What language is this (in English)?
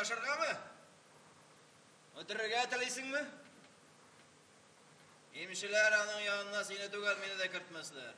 Tatar